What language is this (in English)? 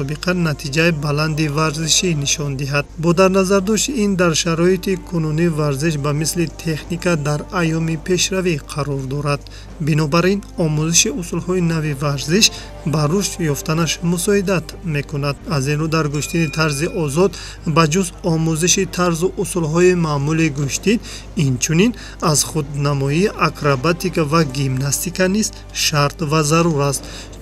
Tajik